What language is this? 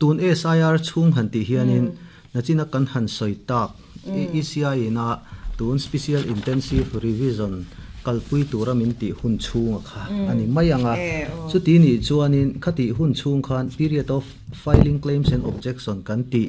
Mizo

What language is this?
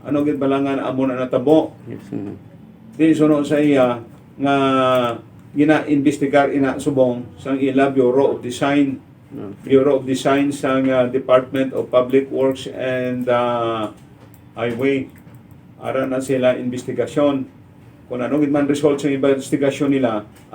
Hiligaynon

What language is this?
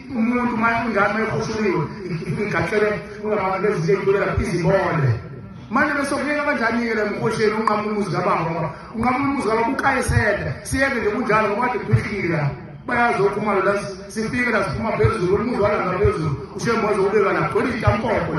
Zulu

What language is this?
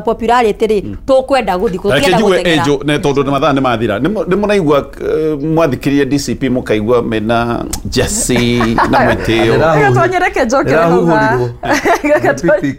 Kikuyu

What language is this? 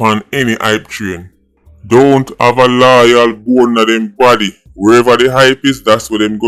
Jamaican Creole English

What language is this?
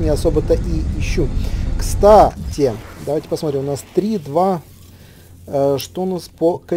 Russian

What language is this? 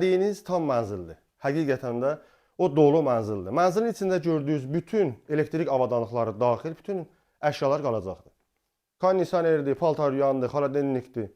Azerbaijani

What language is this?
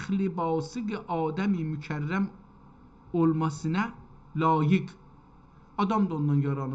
South Azerbaijani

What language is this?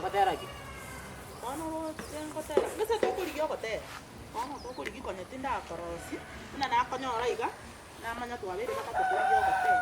Gusii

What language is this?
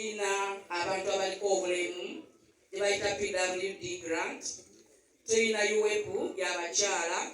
Ganda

